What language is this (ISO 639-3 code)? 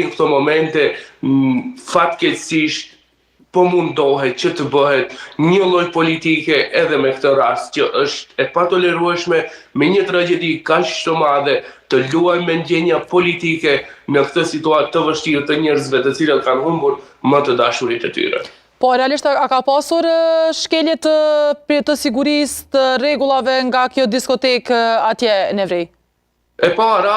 sqi